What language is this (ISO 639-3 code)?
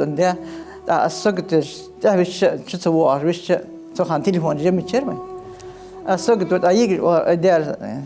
inh